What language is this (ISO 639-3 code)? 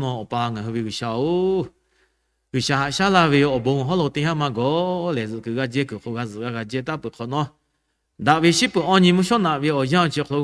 lhu